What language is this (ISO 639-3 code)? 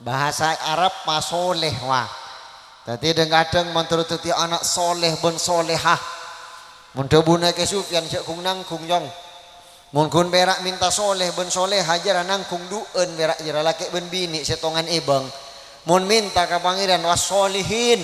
mad